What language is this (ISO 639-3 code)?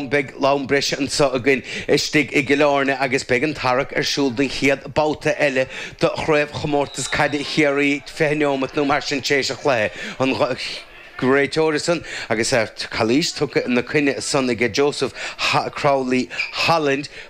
gle